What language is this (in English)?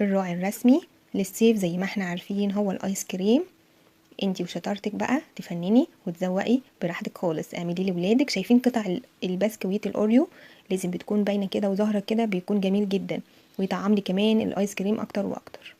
Egyptian Arabic